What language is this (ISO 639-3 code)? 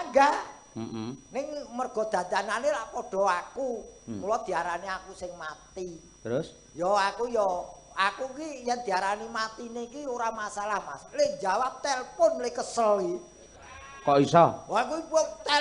jav